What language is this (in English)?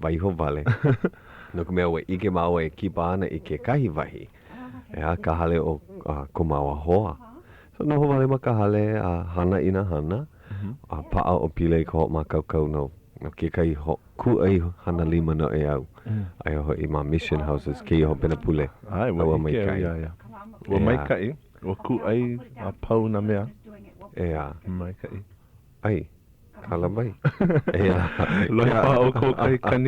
Hawaiian